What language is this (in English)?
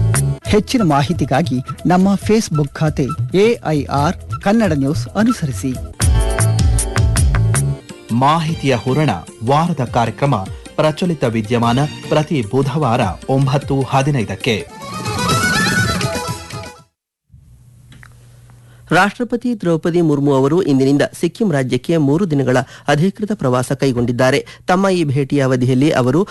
Kannada